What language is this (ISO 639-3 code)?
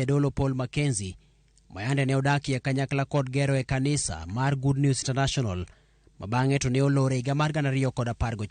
luo